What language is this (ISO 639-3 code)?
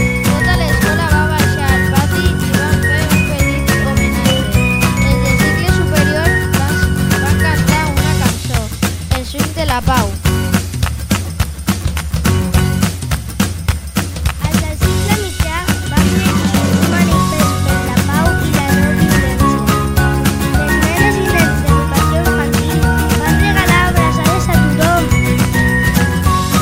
cat